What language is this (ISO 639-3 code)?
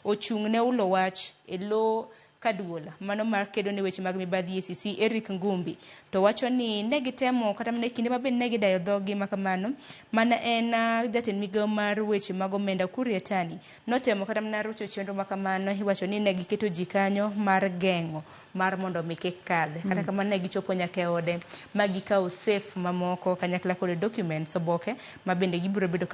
luo